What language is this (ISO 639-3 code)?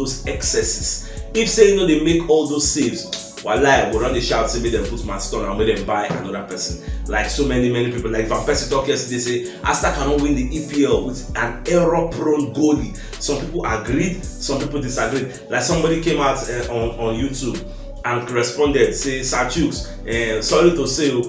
pcm